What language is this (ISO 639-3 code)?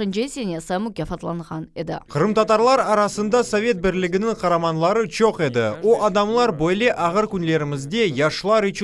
crh